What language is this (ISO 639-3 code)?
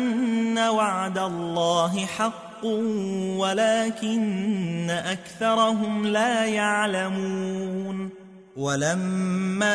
ara